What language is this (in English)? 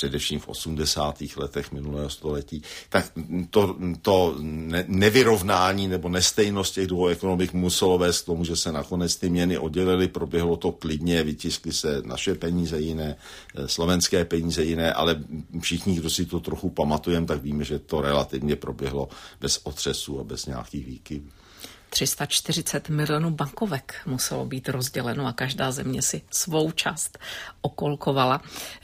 Czech